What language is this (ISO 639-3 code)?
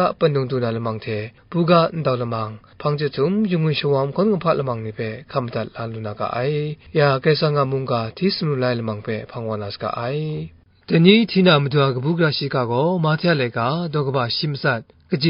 kac